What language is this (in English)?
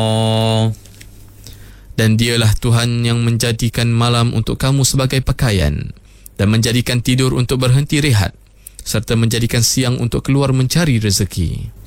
Malay